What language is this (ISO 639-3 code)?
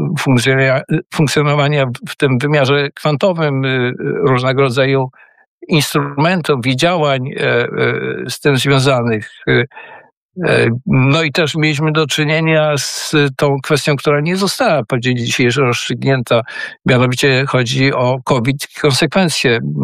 pol